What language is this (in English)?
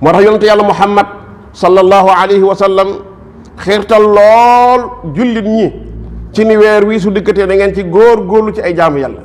Wolof